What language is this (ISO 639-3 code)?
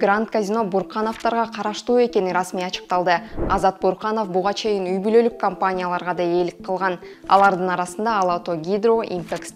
kir